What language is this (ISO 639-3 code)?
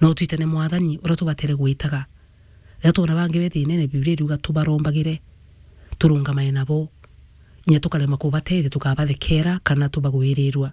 mer